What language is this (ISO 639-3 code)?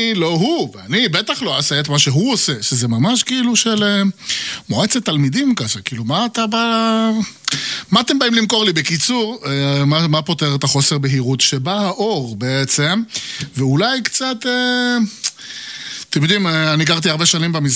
heb